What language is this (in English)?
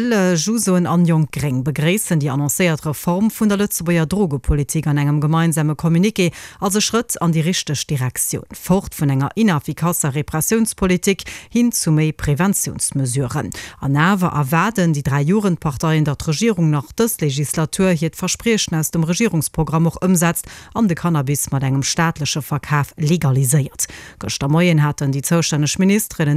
Luxembourgish